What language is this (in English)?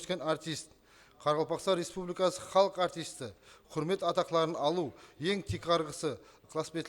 Kara-Kalpak